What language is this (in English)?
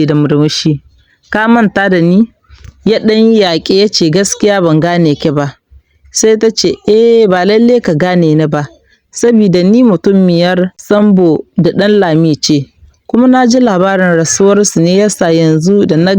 Hausa